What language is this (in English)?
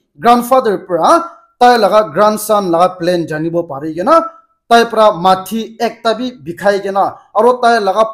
Naga Pidgin